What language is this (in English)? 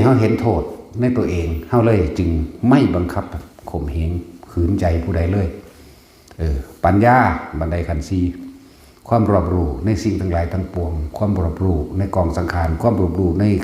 Northeastern Thai